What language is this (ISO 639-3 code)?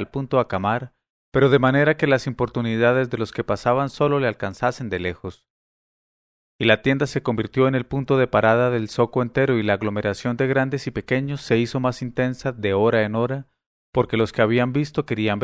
spa